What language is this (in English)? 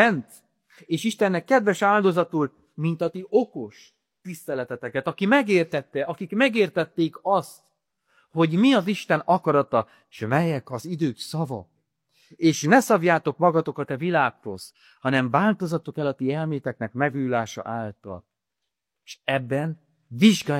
Hungarian